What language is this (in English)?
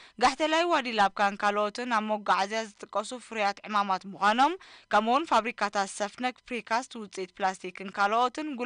Tigrinya